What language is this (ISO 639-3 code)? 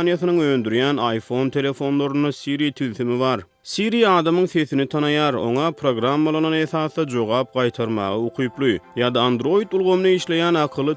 tuk